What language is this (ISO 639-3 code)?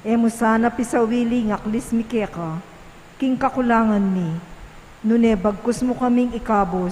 pam